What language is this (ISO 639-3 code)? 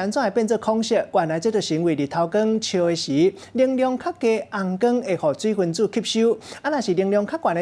nan